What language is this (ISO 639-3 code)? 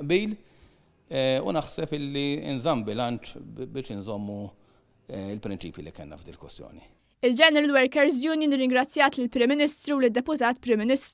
mlt